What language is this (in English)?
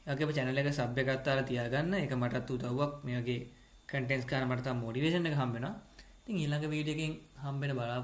Sinhala